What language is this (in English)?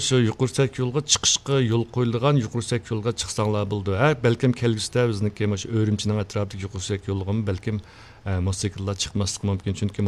Uyghur